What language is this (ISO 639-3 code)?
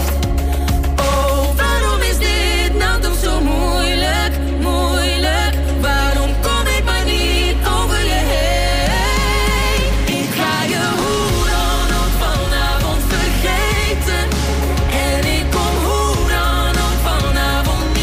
nld